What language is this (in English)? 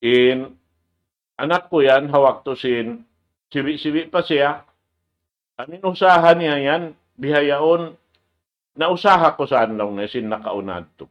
Tausug